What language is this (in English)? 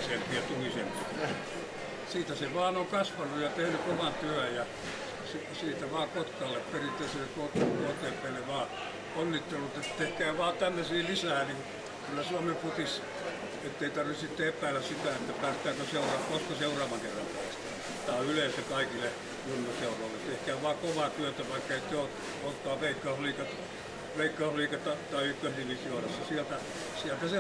Finnish